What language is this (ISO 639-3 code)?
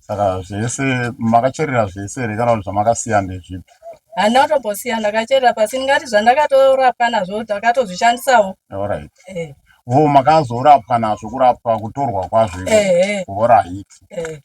sna